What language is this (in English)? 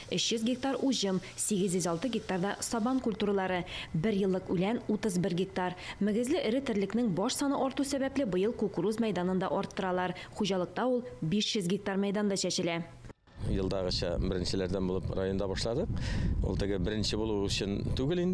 Tatar